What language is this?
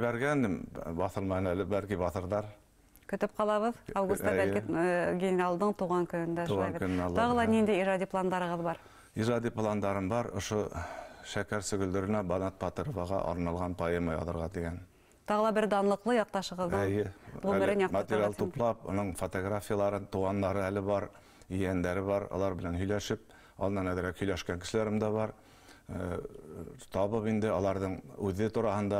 Bashkir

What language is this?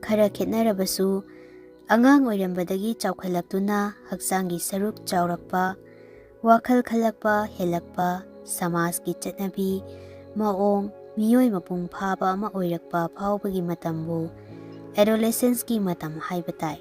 Manipuri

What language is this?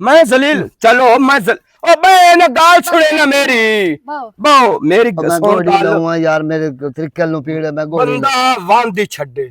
Western Panjabi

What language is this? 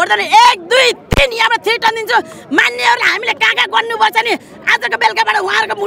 Nepali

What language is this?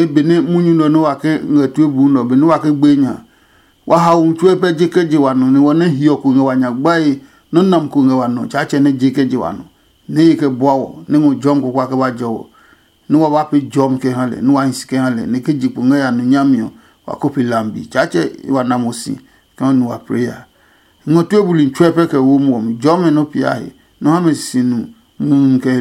Adangme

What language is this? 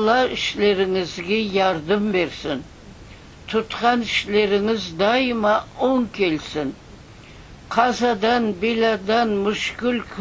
Crimean Tatar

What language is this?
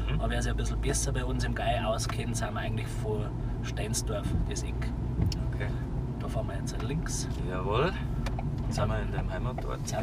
Bavarian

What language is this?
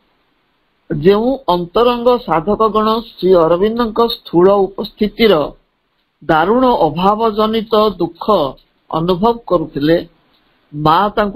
Odia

